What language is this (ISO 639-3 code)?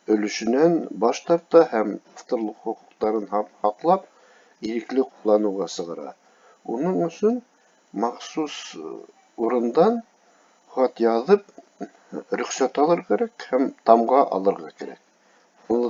bak